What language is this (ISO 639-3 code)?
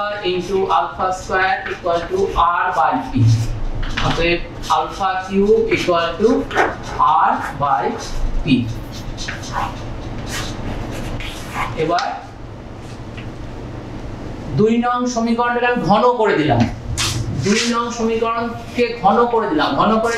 ben